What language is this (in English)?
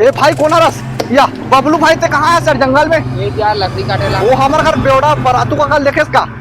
Chhattisgarhi